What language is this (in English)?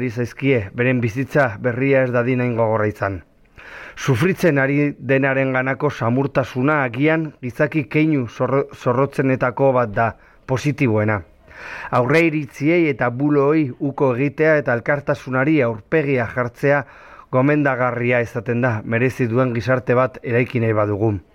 Basque